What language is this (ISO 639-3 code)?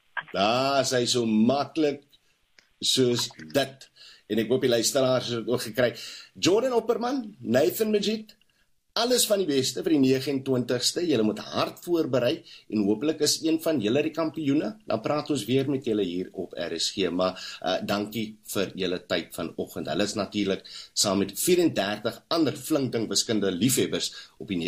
afr